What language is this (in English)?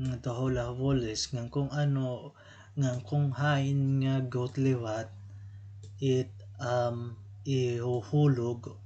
Waray